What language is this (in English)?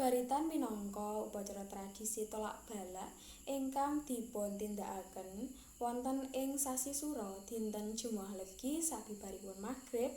Javanese